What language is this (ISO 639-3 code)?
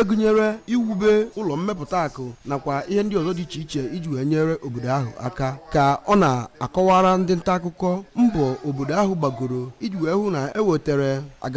ibo